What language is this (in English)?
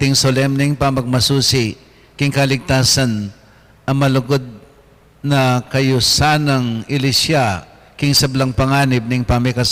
Pampanga